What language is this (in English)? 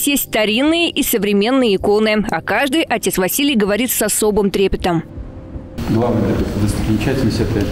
Russian